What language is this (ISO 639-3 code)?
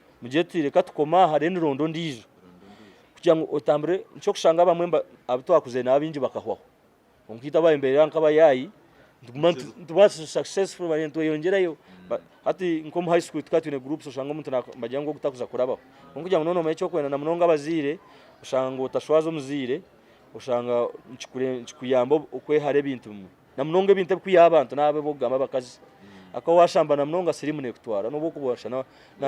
nyn